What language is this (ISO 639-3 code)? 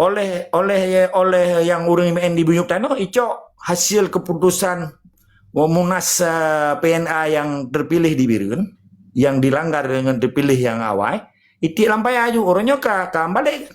ace